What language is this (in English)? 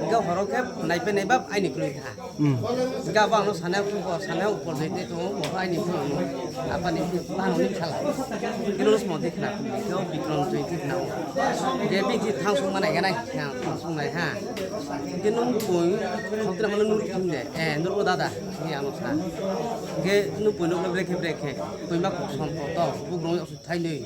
Riang (India)